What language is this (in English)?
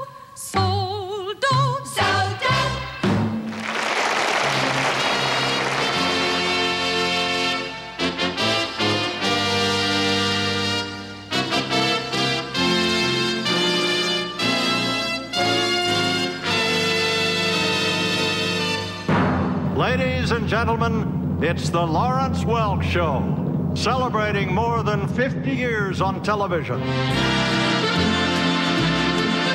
English